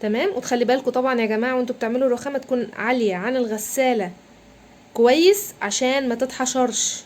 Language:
Egyptian Arabic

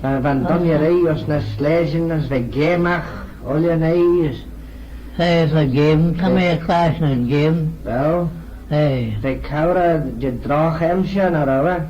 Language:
Manx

